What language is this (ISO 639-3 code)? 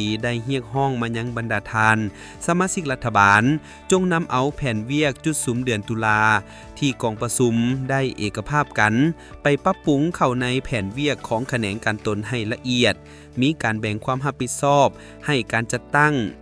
lao